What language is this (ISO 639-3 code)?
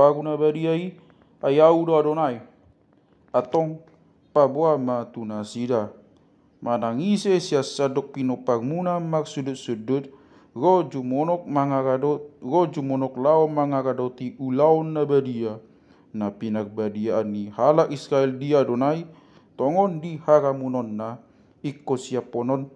bbc